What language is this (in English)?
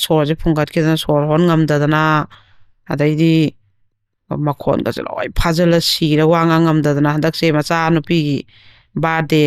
Manipuri